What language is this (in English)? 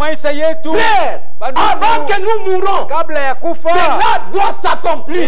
Swahili